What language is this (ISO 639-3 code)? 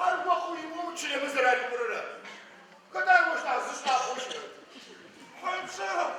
ady